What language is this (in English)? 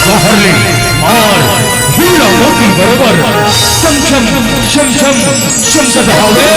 Chhattisgarhi